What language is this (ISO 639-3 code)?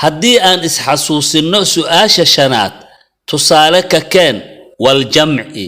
som